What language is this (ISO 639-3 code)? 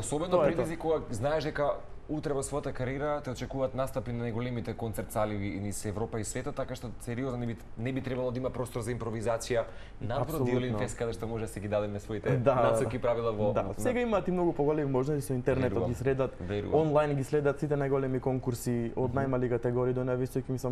mkd